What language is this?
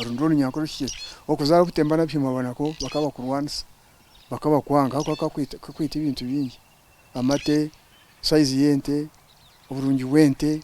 Nyankole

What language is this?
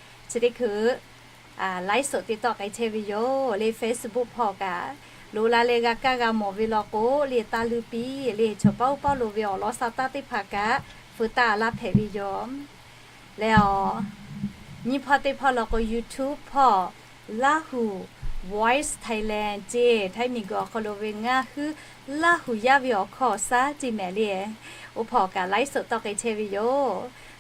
Lahu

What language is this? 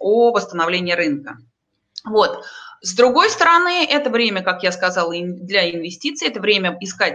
Russian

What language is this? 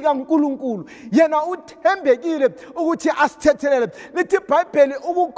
Zulu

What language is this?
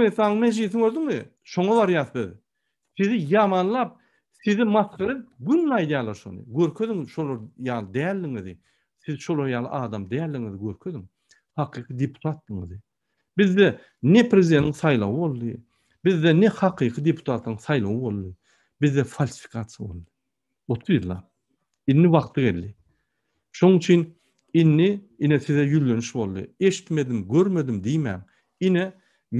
Turkmen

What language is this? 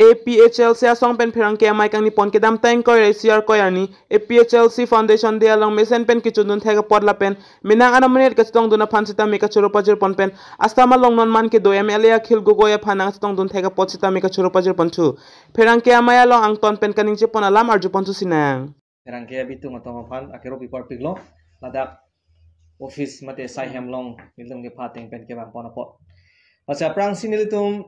Karbi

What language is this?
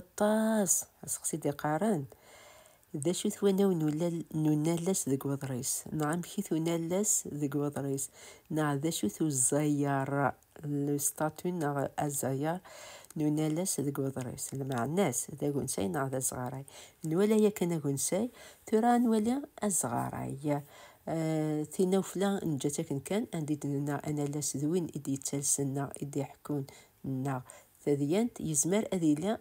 Kabyle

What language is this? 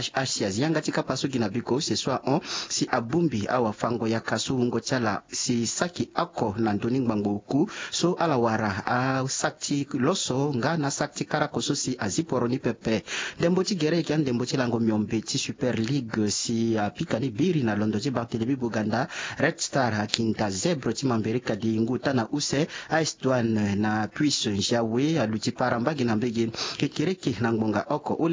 Sango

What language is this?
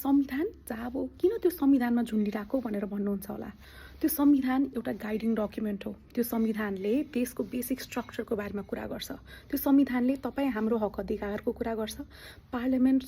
Nepali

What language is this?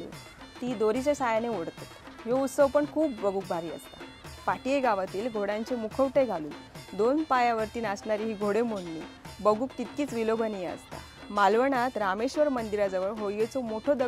Konkani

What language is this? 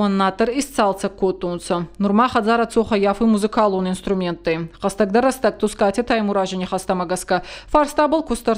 Ossetic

